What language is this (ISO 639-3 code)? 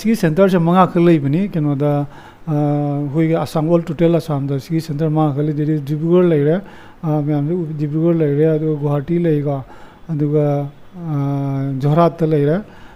mni